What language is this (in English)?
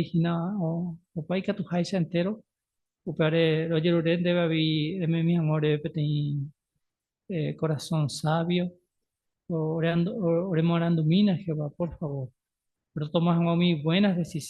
Guarani